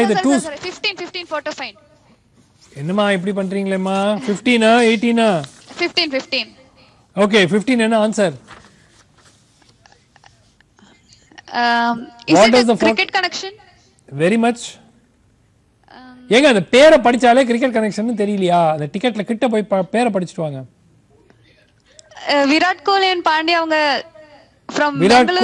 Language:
Tamil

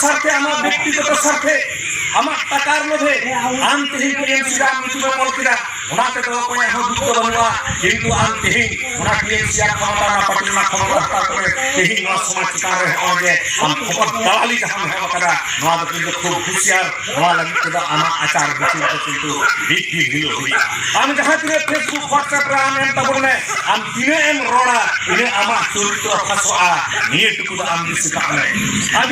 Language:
Santali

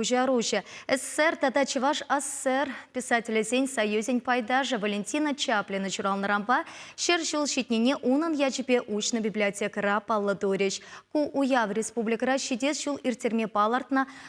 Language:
Chuvash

